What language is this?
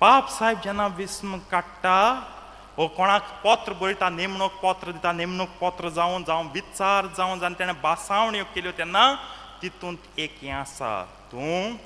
Konkani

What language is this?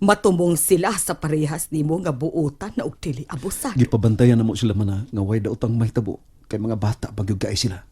Cebuano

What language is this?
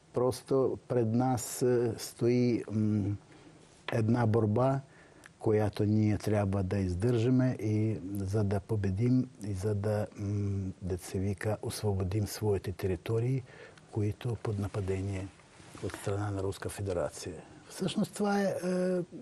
Bulgarian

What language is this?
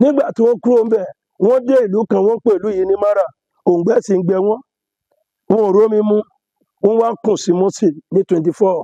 Yoruba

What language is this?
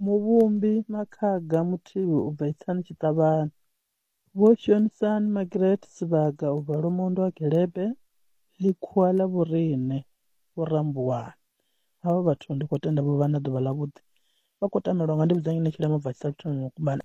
Venda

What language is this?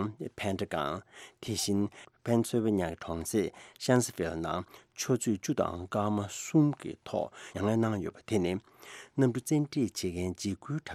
Tibetan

